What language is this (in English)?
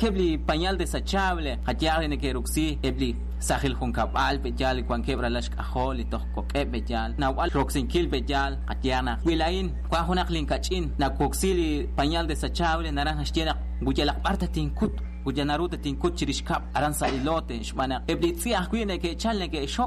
Kekchí